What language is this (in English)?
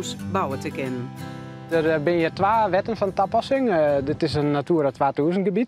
Western Frisian